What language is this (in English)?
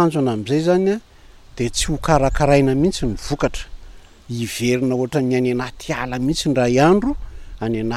Malagasy